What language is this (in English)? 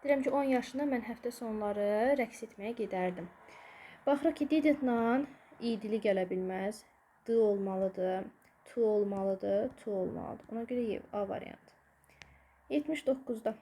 Azerbaijani